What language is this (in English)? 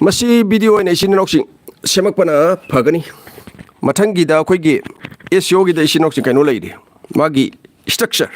Manipuri